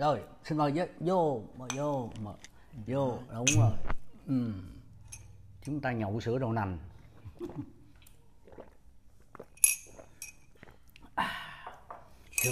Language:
Vietnamese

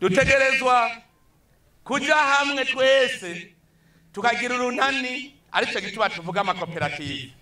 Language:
Rundi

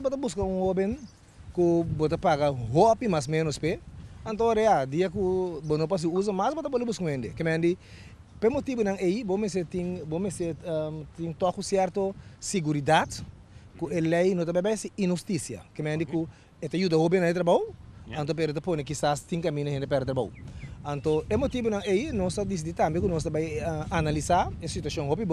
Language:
Papiamento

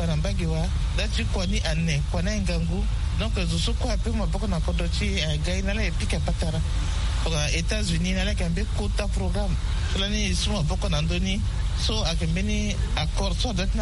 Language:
Sango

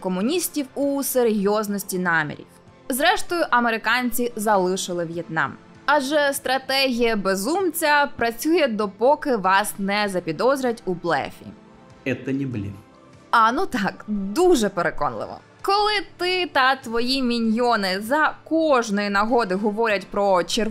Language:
Ukrainian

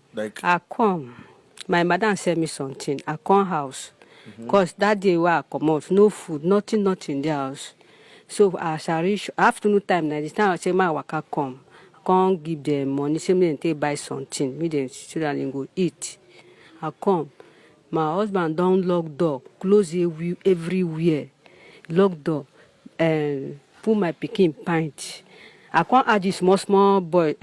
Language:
Nigerian Pidgin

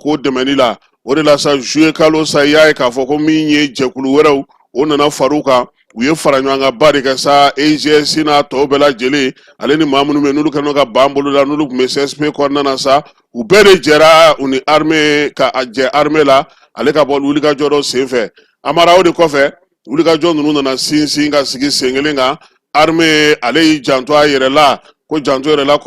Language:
Bambara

